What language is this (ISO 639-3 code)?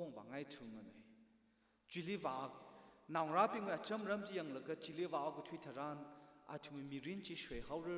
nmf